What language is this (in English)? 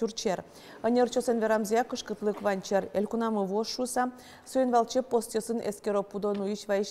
Udmurt